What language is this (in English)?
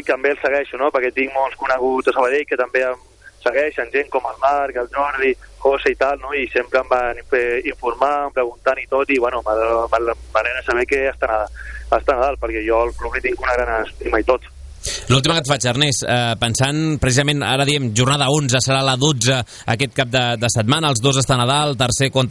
Catalan